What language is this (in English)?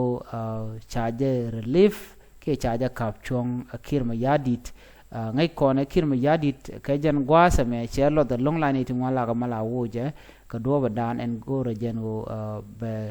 Nuer